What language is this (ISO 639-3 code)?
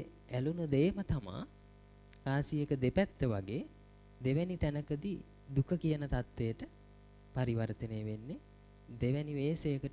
sin